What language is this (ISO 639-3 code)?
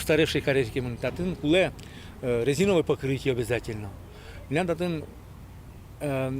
udm